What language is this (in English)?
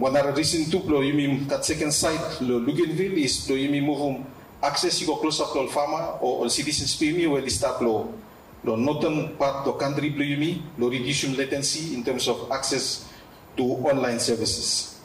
Bislama